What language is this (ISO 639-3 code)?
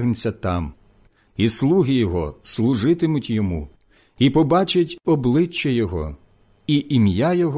ukr